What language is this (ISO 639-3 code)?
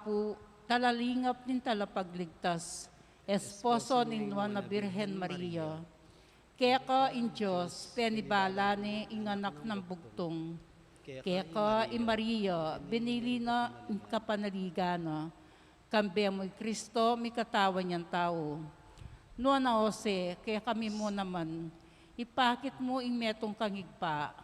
pam